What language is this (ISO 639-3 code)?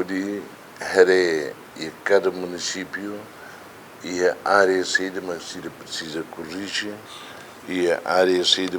tet